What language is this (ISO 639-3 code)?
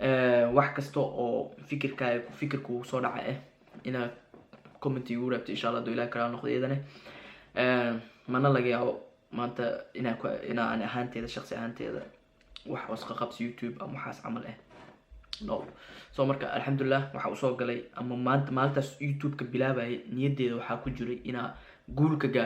som